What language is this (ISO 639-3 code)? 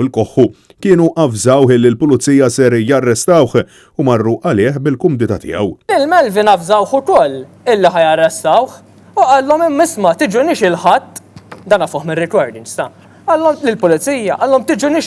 mlt